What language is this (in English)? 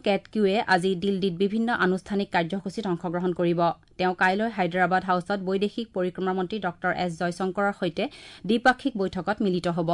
Assamese